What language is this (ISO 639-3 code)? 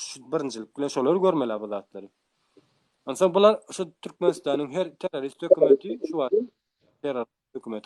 tuk